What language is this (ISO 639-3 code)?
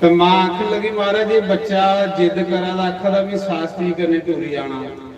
doi